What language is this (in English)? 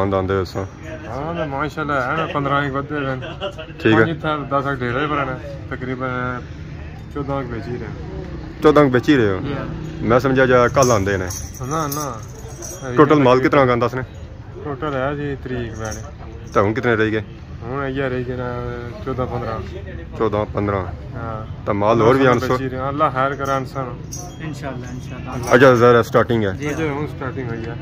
Pahari-Potwari